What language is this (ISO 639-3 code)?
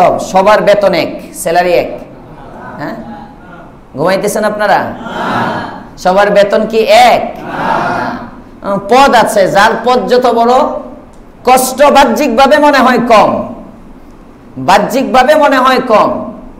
ben